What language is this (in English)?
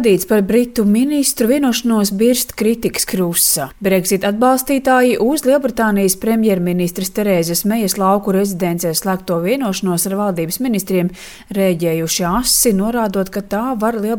Latvian